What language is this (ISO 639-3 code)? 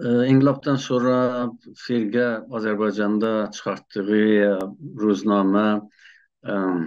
azb